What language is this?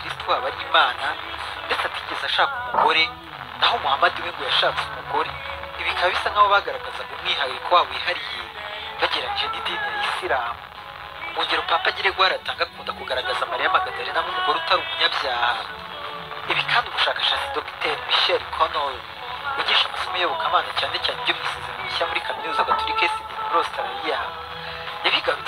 Kinyarwanda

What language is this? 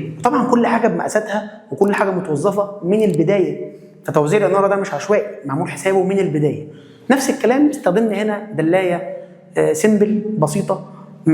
Egyptian Arabic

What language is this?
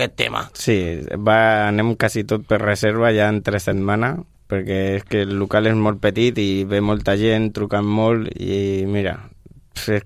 Catalan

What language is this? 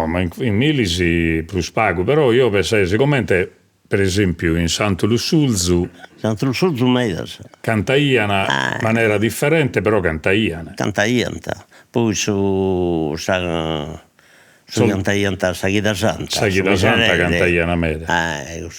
Sardinian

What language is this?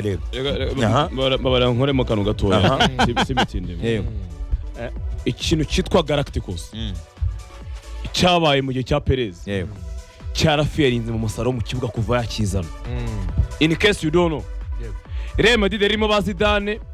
Kinyarwanda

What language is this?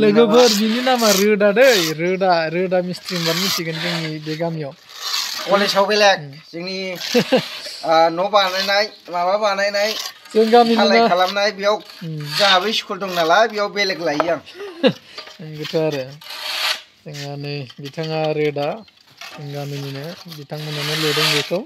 Bodo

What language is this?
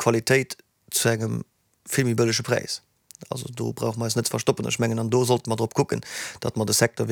Luxembourgish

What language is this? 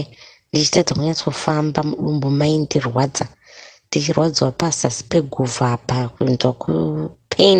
Shona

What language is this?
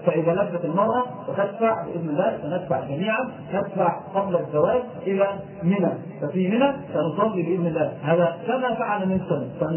Arabic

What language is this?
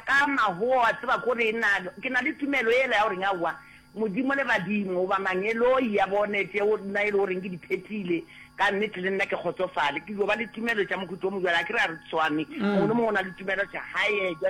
Northern Sotho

